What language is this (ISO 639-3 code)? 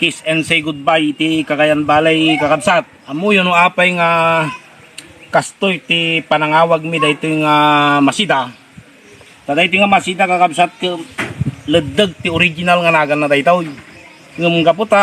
ilo